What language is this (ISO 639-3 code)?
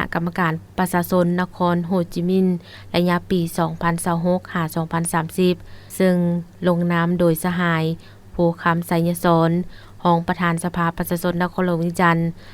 lao